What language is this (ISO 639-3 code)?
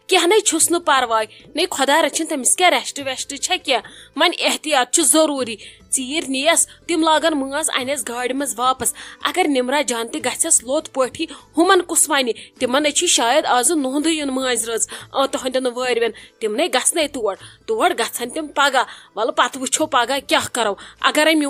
kas